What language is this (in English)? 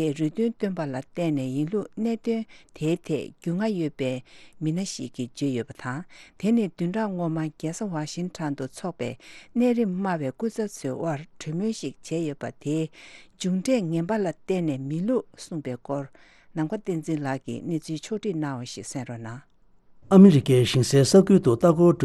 Tibetan